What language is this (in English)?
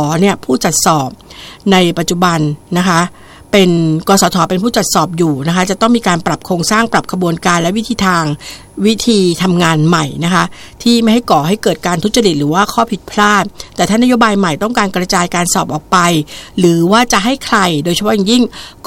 Thai